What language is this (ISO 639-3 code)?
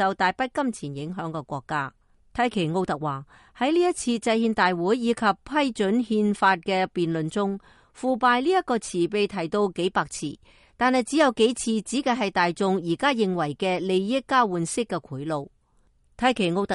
yue